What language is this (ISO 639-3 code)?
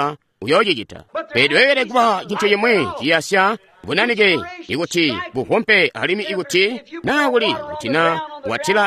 toi